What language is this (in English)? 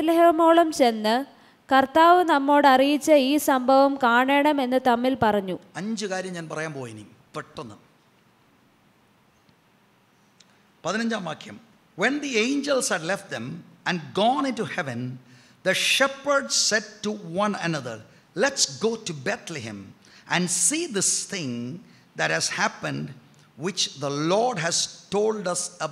Malayalam